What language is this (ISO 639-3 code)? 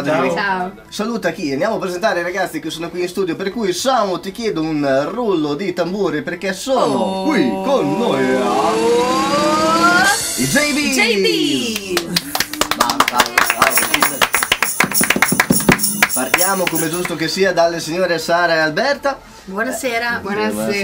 ita